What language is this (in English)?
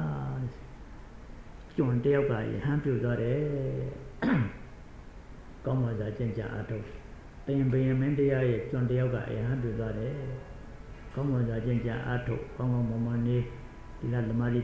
Burmese